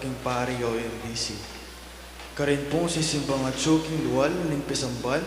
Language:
Pampanga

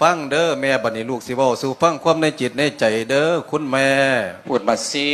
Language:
Lao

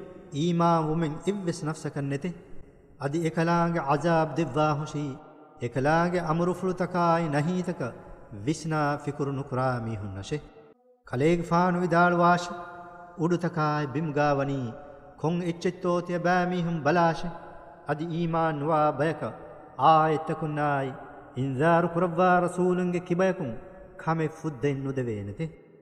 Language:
Divehi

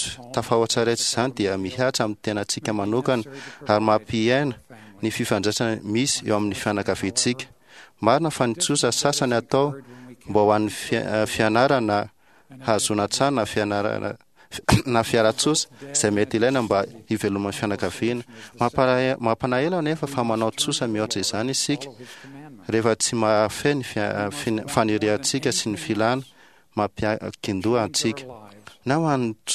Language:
Malagasy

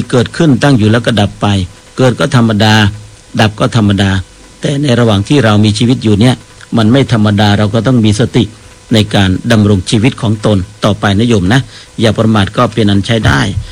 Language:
Thai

